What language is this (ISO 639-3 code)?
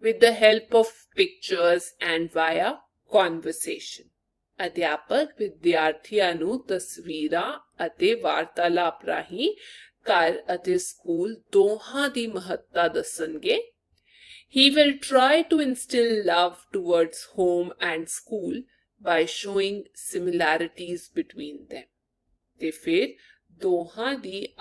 pan